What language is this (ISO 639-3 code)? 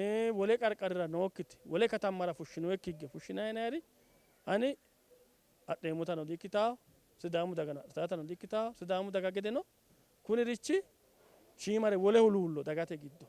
sid